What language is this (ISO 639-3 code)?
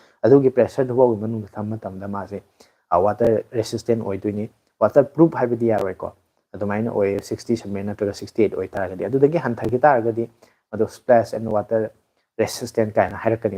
mni